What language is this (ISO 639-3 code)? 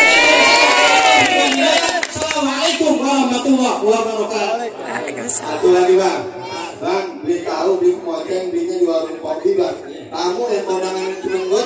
bew